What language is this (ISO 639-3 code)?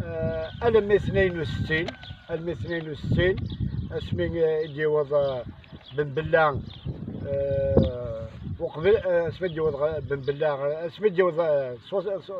kab